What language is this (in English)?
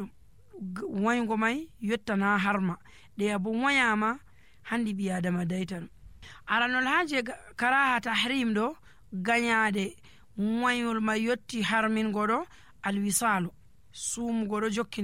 Nigerian Fulfulde